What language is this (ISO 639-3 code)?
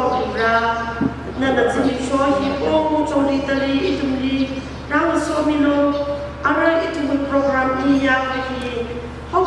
nmf